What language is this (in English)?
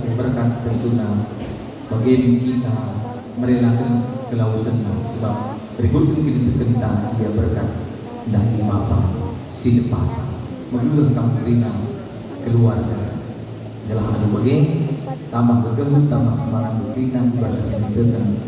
Batak Karo